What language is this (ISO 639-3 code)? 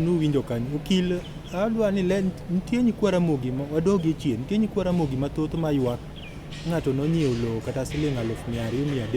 luo